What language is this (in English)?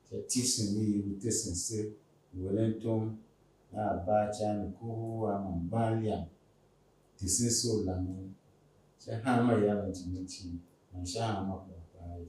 Tiv